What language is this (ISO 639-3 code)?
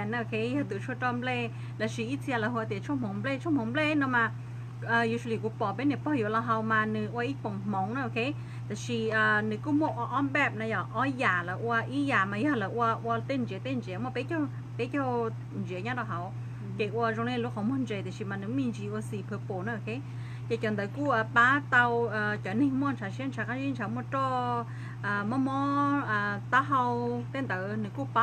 hmn